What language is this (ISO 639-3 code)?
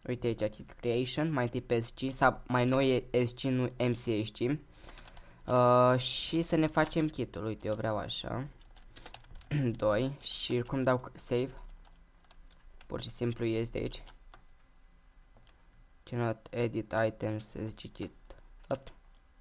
ron